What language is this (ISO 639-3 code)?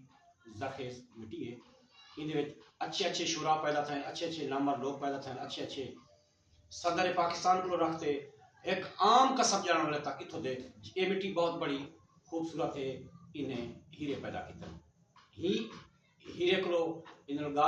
skr